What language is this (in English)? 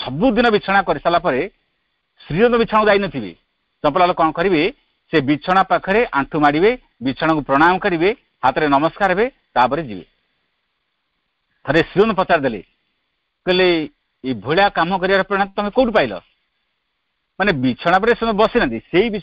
Odia